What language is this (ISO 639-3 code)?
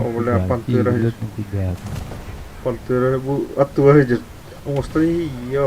sah